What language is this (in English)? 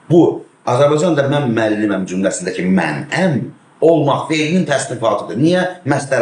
Azerbaijani